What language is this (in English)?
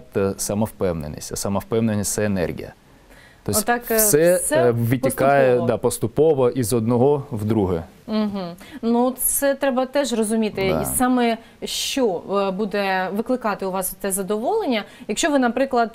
Ukrainian